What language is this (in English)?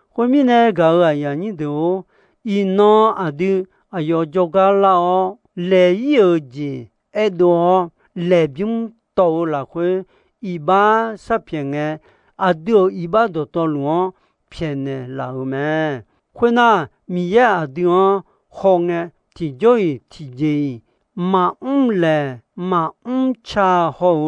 Akha